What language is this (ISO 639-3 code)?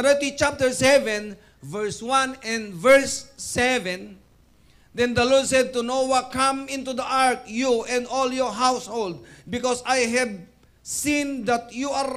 ilo